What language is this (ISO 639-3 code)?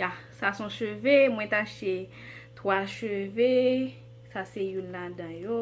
hat